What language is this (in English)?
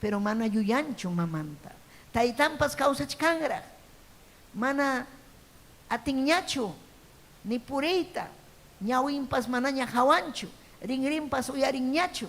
Ayacucho Quechua